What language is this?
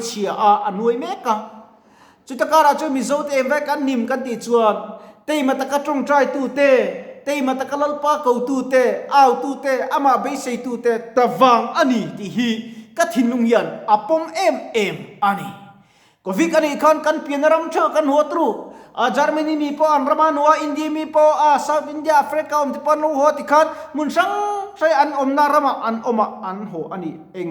Mizo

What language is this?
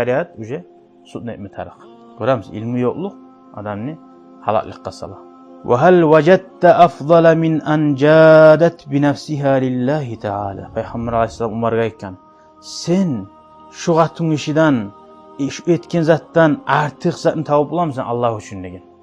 Kumyk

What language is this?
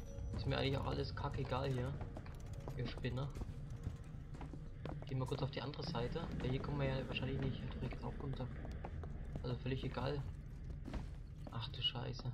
German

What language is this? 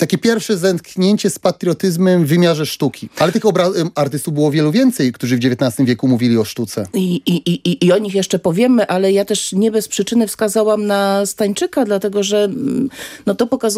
Polish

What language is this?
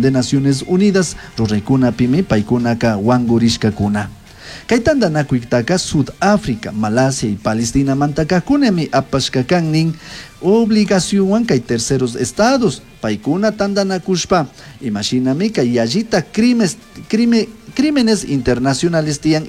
Chimborazo Highland Quichua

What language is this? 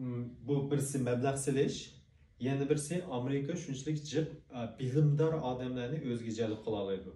Uyghur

